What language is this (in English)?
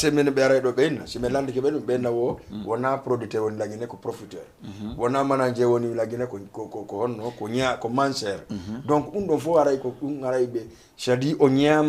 Fula